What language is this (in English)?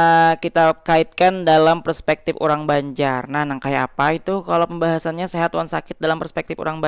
Banjar